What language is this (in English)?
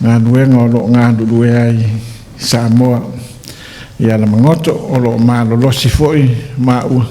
Samoan